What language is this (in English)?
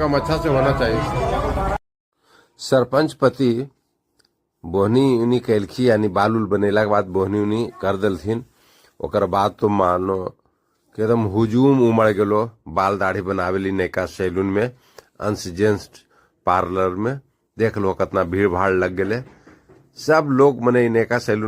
Magahi